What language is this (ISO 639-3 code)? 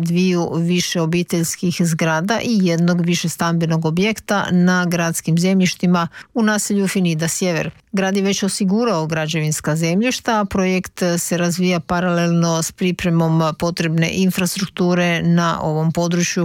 hrv